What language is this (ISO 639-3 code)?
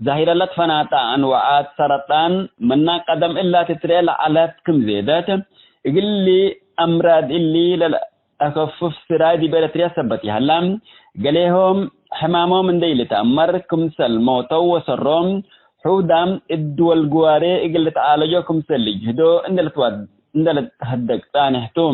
tig